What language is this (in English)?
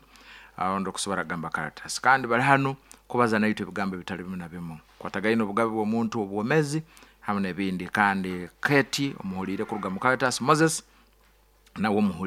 Nyoro